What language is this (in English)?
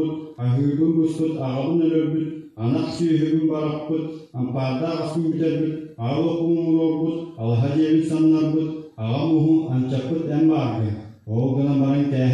Yakut